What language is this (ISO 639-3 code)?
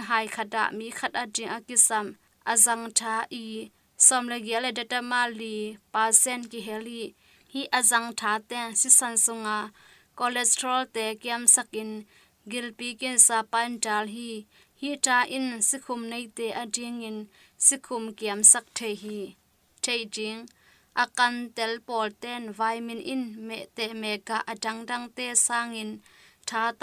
ctd